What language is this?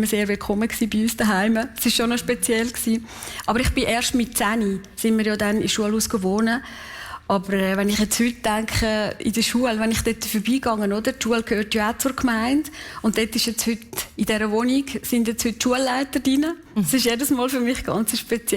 Swiss German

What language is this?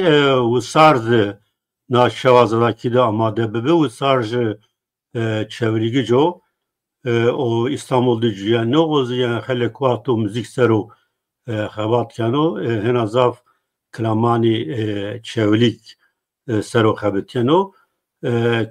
Zaza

